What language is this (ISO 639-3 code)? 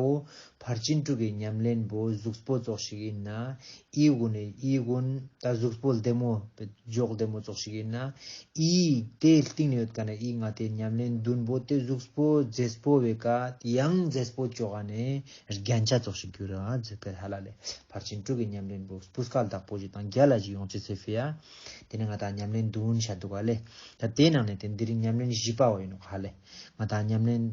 lbj